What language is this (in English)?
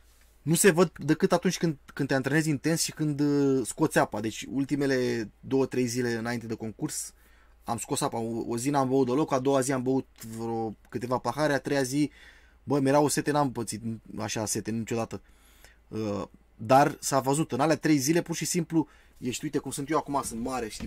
Romanian